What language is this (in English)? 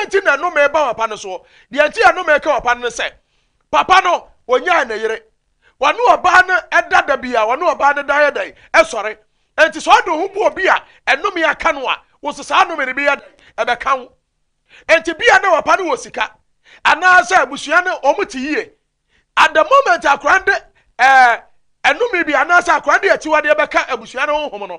Akan